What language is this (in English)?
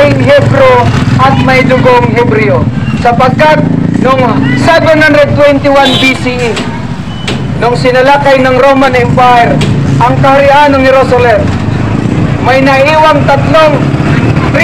Filipino